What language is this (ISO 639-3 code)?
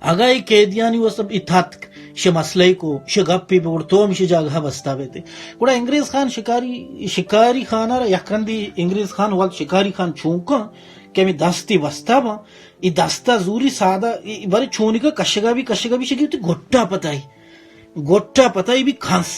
bal